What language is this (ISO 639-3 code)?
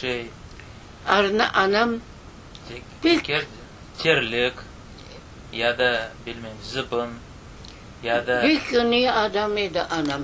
crh